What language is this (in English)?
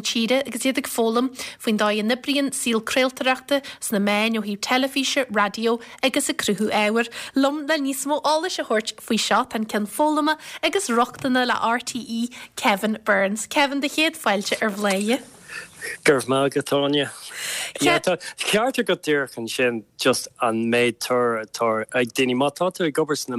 Irish